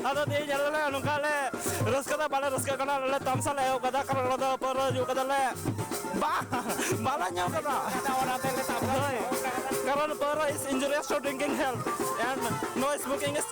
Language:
Santali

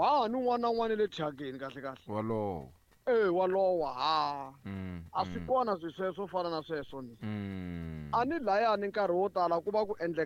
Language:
Tsonga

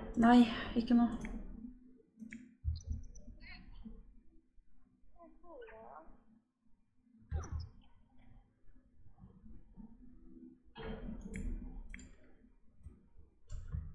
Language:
Norwegian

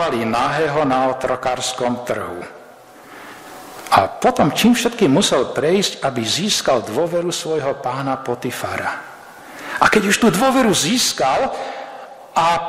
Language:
Slovak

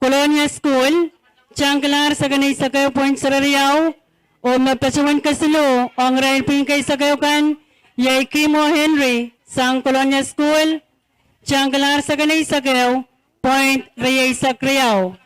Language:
Pohnpeian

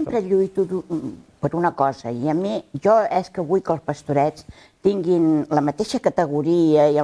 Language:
Catalan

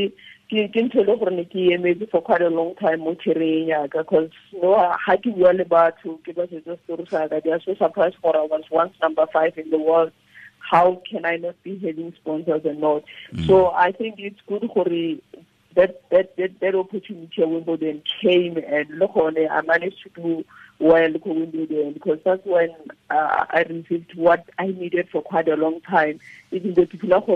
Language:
Tswana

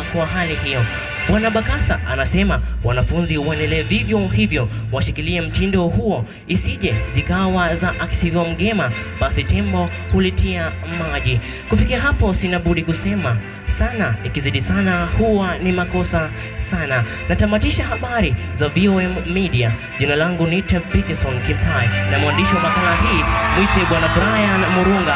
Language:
Swahili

